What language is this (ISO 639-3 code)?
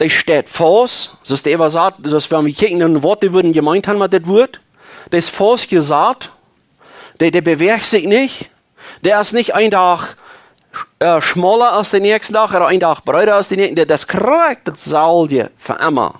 pdt